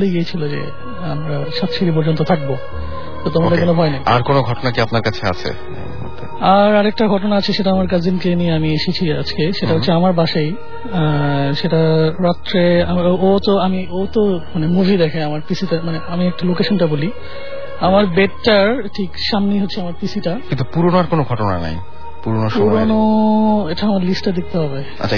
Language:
Bangla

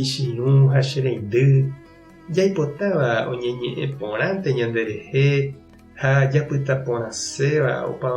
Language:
Guarani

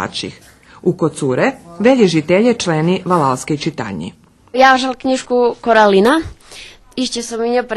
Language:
Rusyn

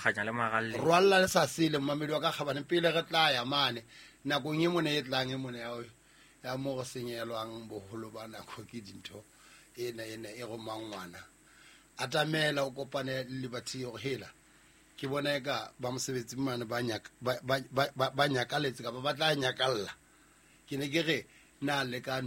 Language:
Southern Sotho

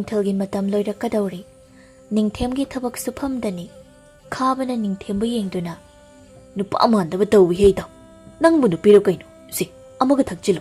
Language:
Manipuri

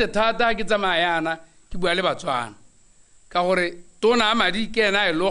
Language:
Tswana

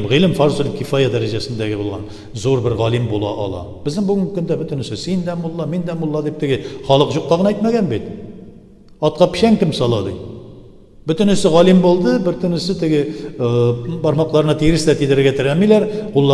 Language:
Tatar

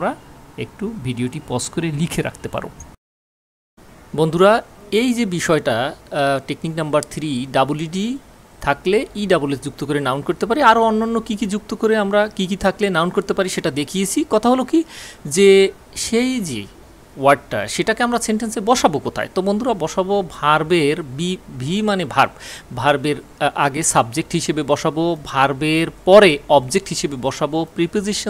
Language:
Bangla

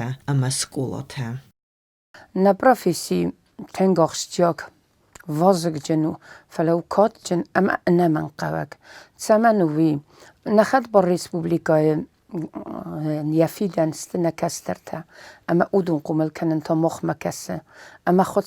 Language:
Ossetic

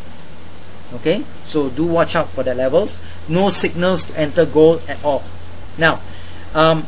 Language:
English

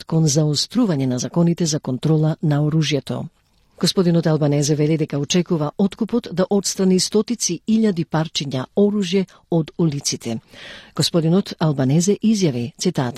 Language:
Macedonian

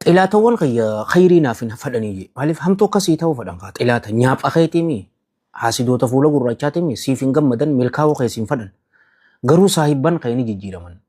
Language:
Oromo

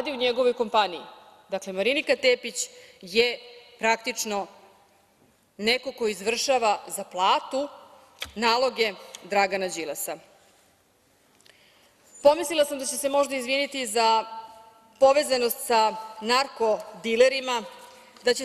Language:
Serbian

